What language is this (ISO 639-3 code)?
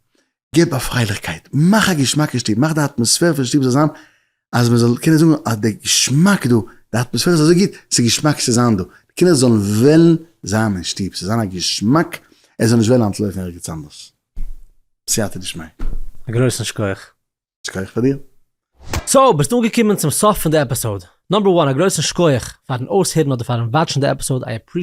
yid